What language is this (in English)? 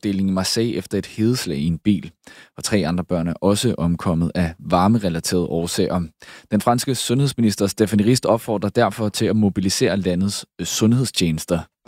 Danish